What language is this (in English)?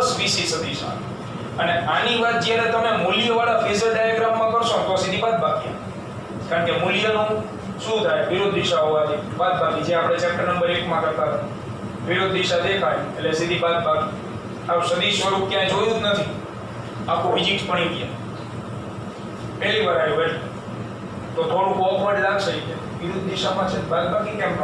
Gujarati